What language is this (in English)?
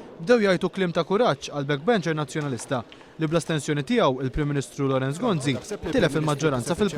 Maltese